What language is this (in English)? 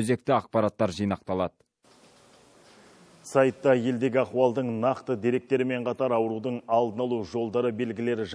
Kazakh